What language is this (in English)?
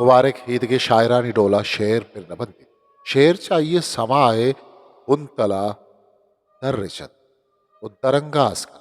Eastern Balochi